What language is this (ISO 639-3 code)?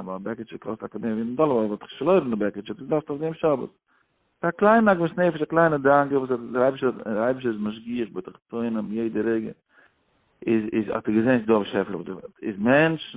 yid